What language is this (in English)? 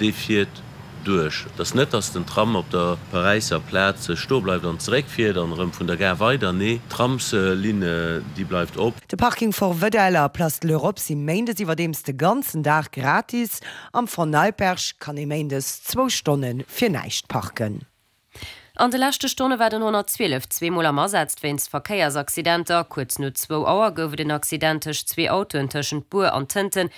Luxembourgish